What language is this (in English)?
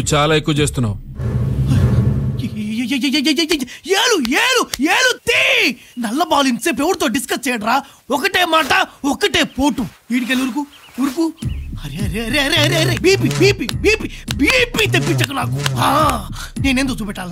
Telugu